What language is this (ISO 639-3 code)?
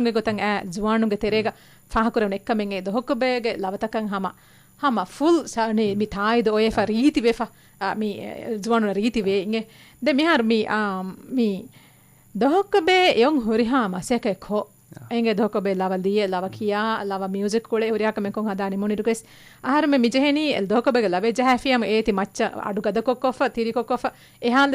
div